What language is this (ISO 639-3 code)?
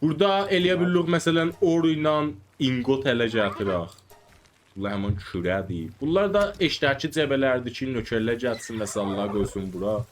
azb